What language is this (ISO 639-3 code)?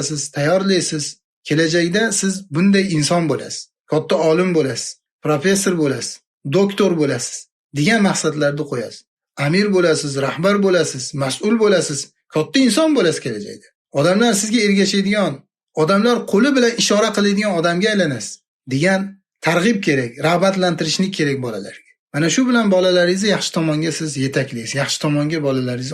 uzb